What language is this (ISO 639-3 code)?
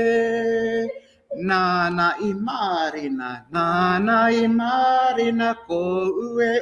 mri